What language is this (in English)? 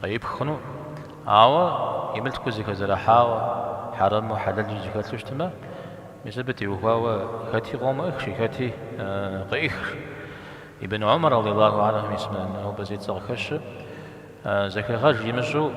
Kabardian